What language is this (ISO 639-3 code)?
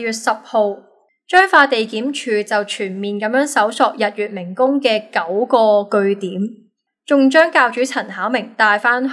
yue